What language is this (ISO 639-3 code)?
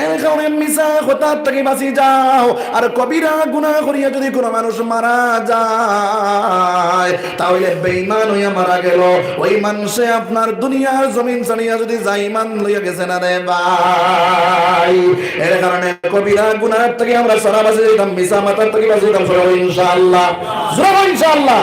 syl